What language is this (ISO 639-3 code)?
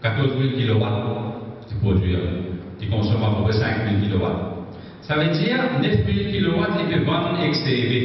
mfe